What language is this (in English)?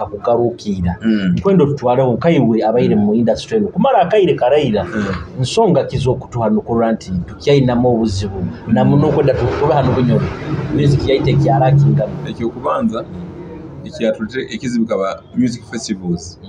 Nyoro